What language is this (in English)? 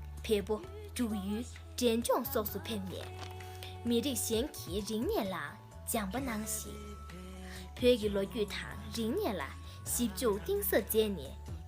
Tibetan